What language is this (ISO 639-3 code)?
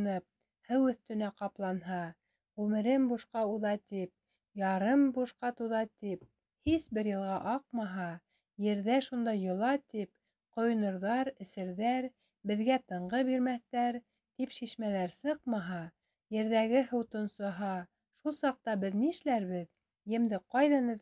bak